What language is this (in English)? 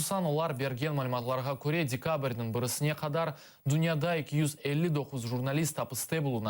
Crimean Tatar